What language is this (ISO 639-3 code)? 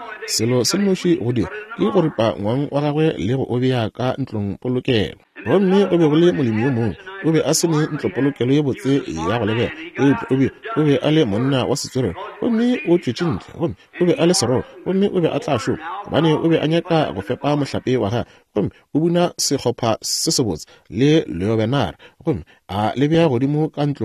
nso